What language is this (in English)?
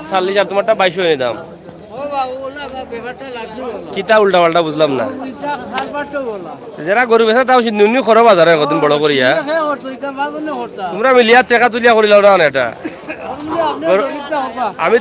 Sylheti